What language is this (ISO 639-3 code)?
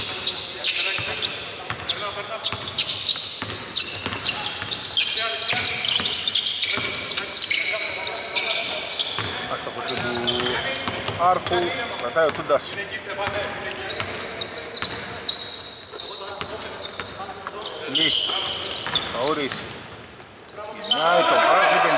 ell